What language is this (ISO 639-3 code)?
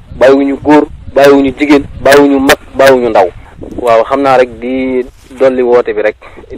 wol